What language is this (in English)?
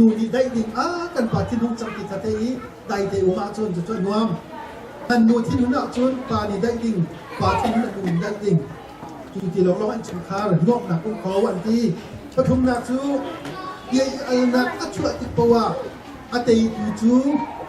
Hakha Chin